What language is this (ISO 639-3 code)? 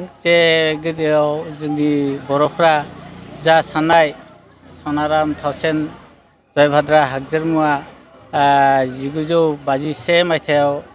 brx